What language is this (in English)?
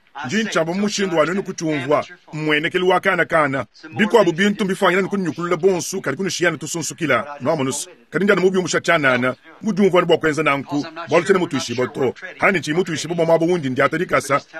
Luba-Lulua